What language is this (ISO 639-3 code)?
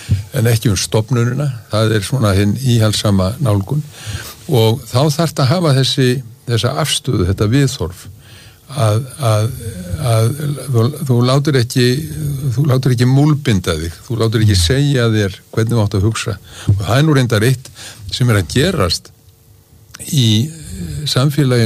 isl